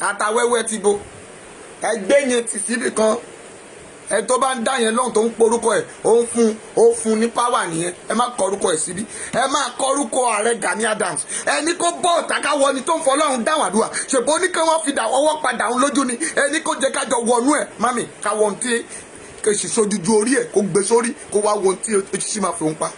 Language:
Yoruba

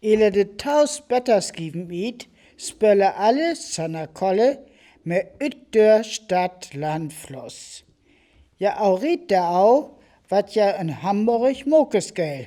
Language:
Northern Frisian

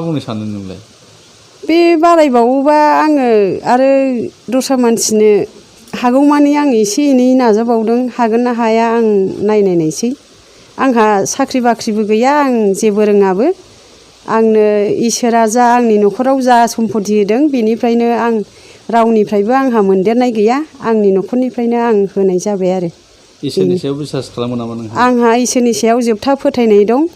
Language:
Bodo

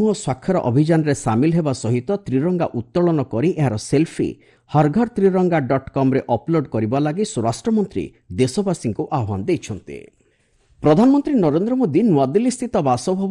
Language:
Odia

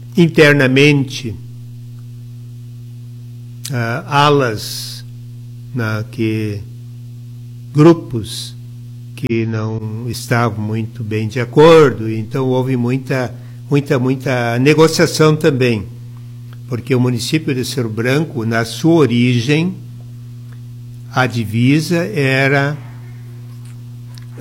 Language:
Portuguese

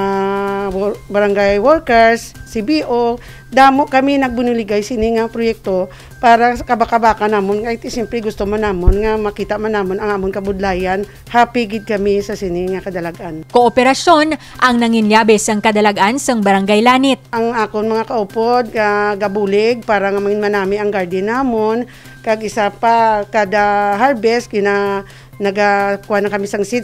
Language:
Hiligaynon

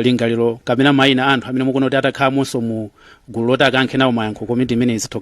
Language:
Nyanja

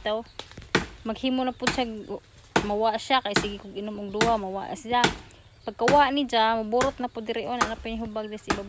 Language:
Cebuano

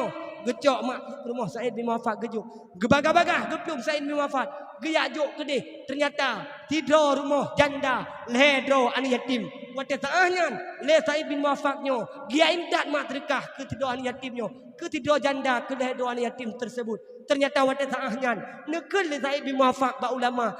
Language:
Achinese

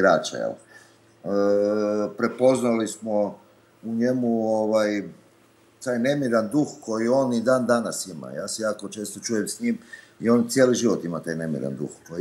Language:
Serbian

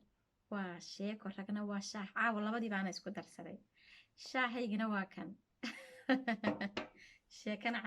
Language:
Somali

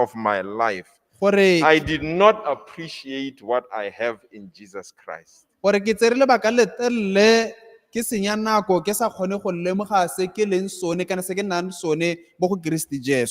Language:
Tswana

